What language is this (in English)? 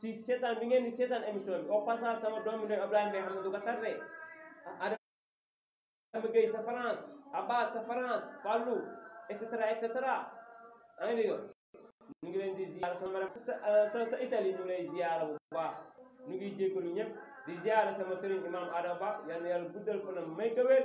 Wolof